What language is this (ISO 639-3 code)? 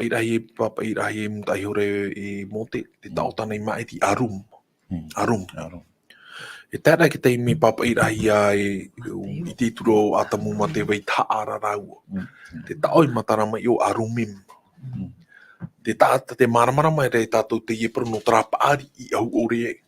tah